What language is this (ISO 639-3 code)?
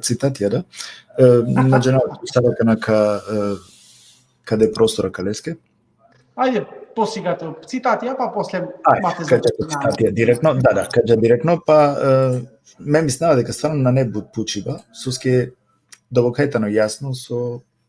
rmn